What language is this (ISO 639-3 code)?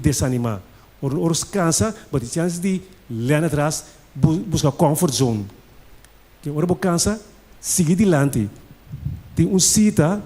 pap